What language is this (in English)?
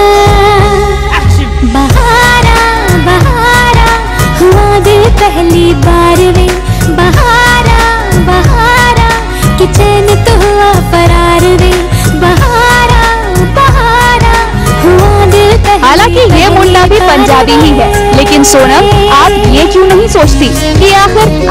Hindi